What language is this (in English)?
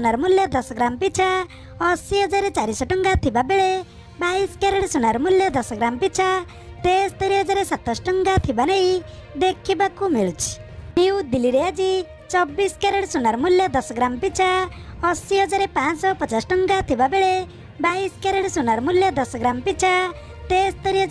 Odia